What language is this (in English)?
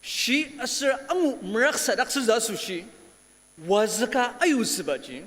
Ao Naga